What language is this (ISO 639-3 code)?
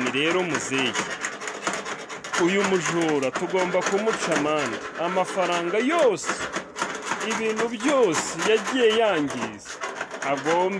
kin